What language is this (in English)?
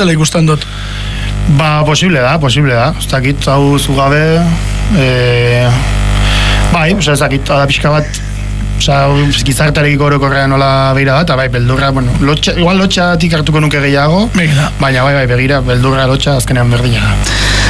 Basque